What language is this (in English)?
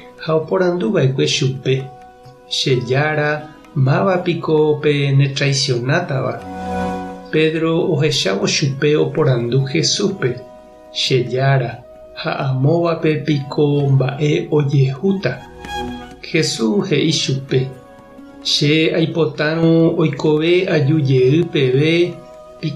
Guarani